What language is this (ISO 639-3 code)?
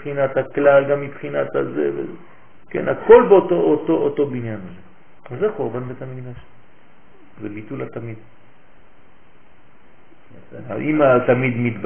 heb